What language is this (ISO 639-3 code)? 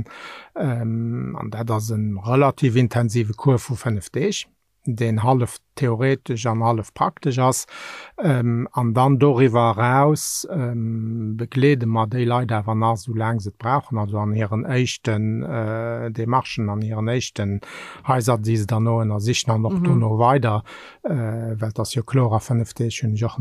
ltz